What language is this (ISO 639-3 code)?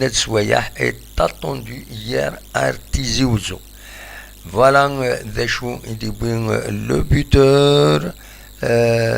kab